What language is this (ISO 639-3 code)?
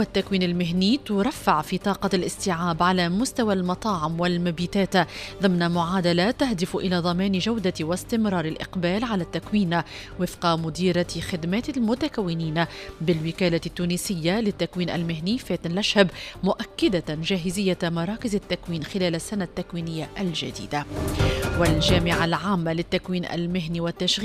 ara